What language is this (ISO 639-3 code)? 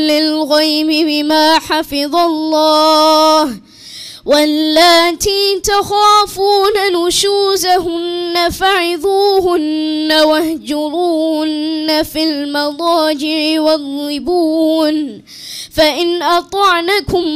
ara